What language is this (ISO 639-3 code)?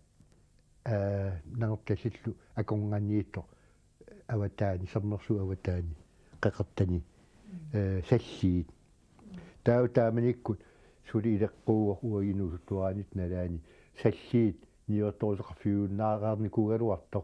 kal